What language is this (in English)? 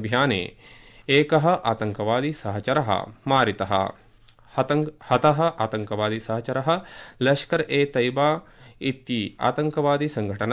Sanskrit